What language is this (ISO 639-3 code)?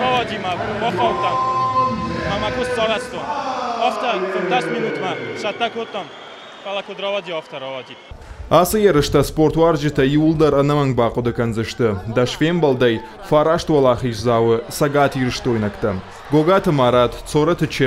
oss